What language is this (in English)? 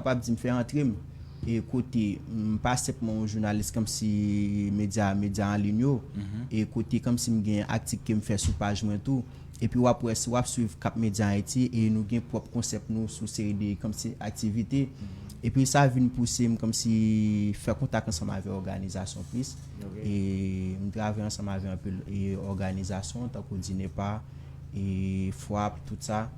Haitian Creole